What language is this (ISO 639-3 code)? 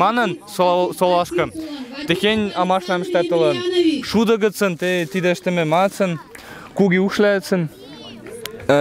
mrj